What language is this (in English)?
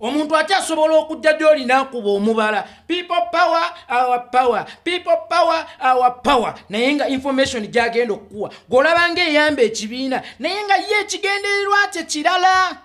Ganda